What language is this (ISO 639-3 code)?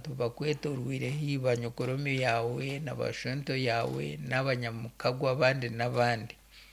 nyn